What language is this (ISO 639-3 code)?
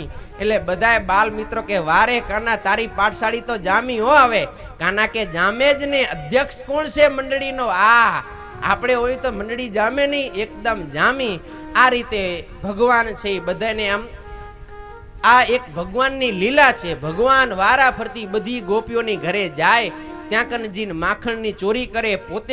guj